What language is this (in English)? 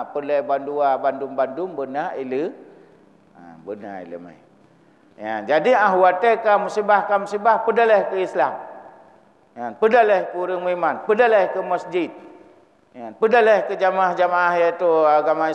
Achinese